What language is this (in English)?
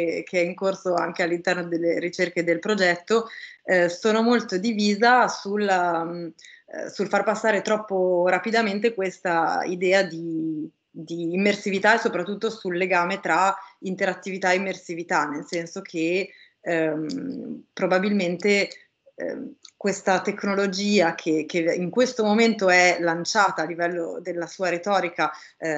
Italian